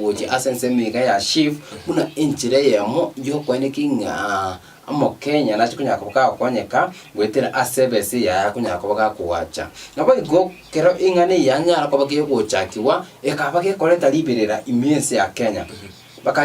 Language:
Gusii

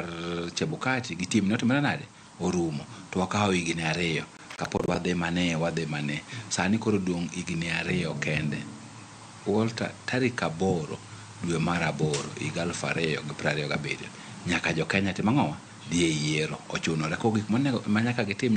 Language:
Luo (Kenya and Tanzania)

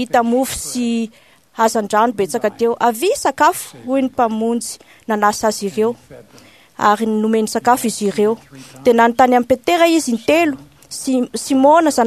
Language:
Malagasy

